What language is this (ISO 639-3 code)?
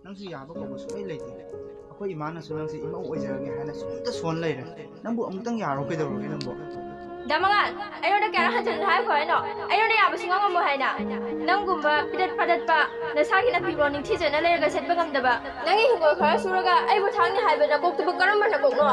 mni